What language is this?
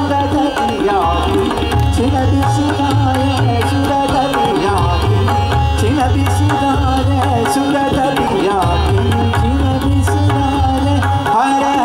Marathi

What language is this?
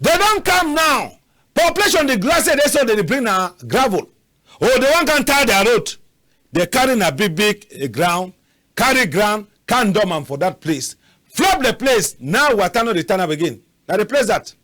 Cameroon Pidgin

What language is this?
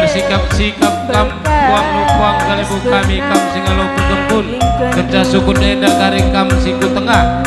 Batak Karo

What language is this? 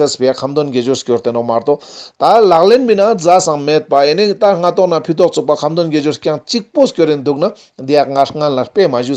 Ladakhi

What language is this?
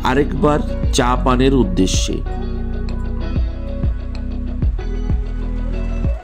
Bangla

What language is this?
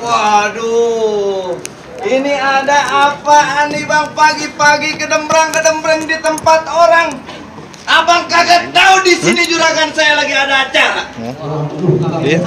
Betawi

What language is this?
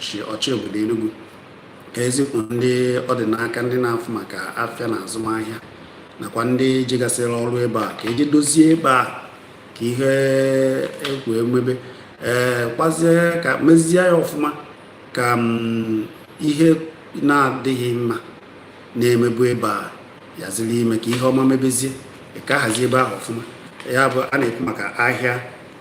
Igbo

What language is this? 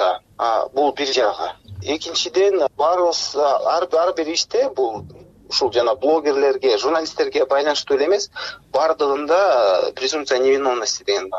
Kyrgyz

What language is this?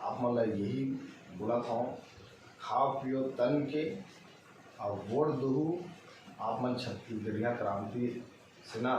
Chhattisgarhi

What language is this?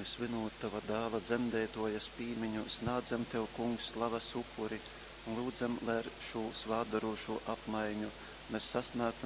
Latgalian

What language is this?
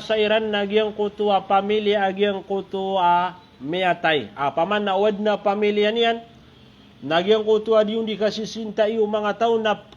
Maranao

